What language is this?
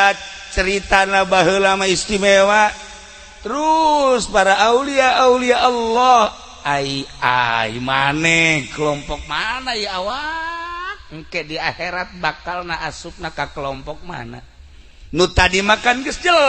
Sundanese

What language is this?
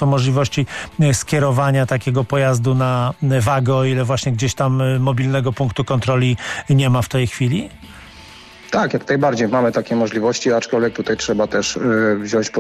Polish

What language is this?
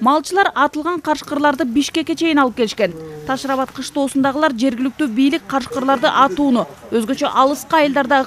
Kyrgyz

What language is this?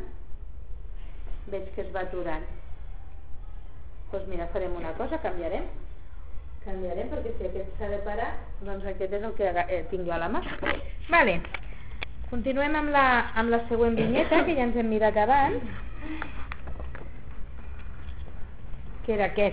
Catalan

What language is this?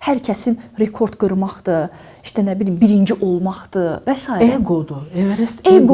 Azerbaijani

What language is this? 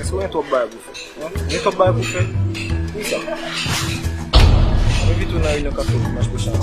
Haitian Creole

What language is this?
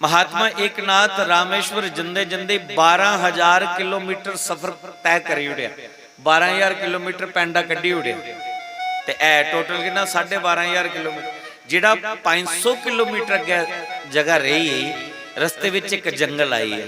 Dogri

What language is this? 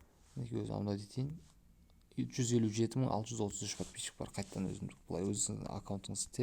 Kazakh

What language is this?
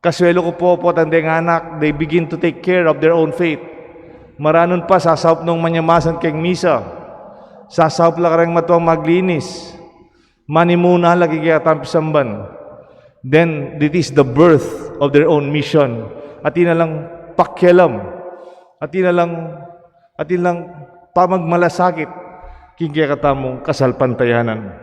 Pampanga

